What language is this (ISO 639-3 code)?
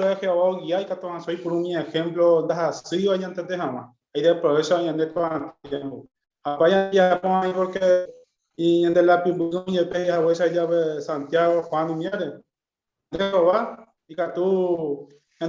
grn